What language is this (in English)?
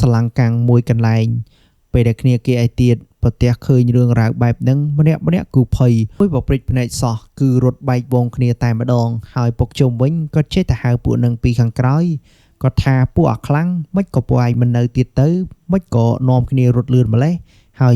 Khmer